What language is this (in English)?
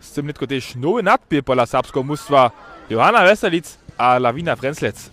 Upper Sorbian